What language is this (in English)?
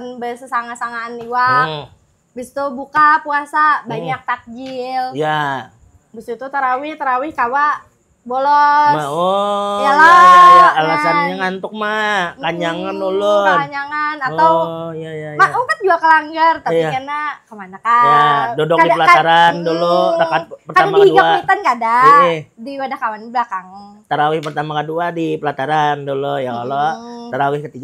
Banjar